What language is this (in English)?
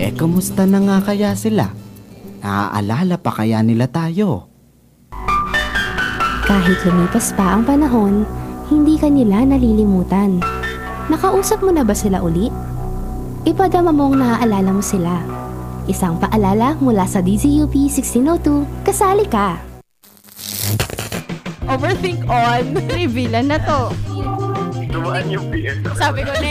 Filipino